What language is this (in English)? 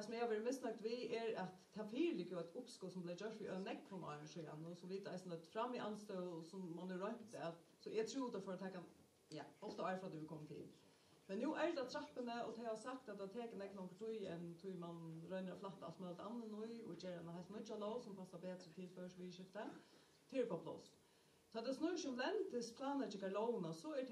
Faroese